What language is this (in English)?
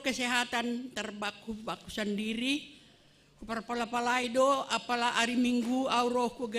Batak Simalungun